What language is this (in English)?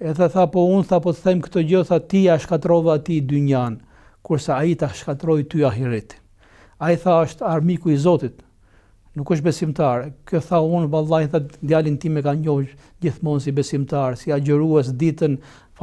Albanian